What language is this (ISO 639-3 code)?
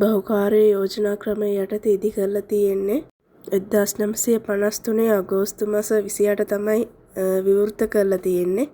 sin